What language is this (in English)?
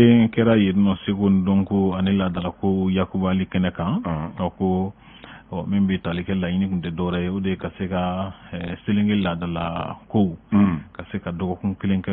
Bambara